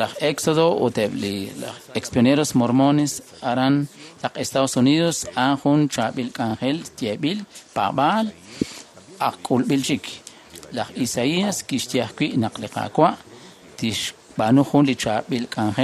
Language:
Kekchí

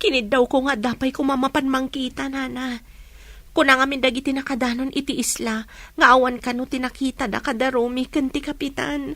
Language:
Iloko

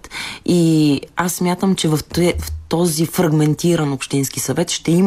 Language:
Bulgarian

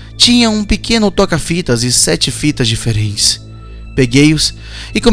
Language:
Portuguese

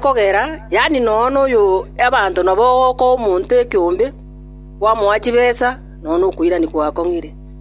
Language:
Gusii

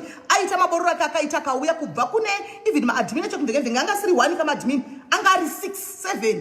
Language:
Shona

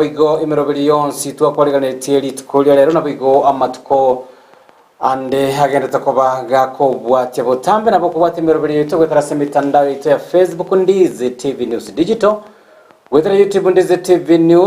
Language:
Gusii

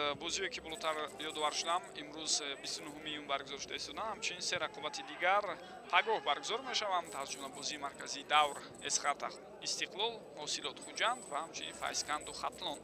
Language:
Tajik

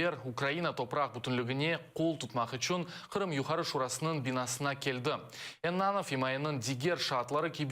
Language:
Crimean Tatar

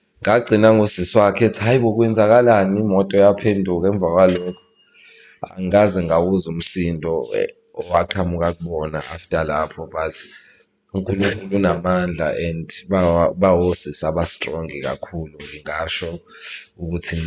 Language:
Zulu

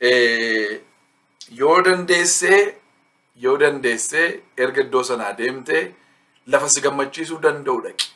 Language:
Oromo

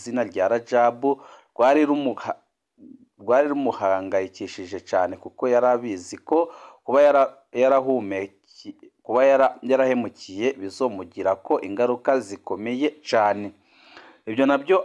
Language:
Rundi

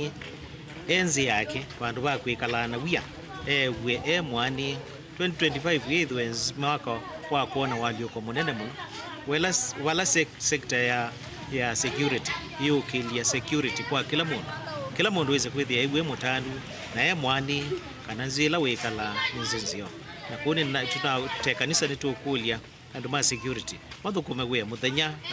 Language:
Kamba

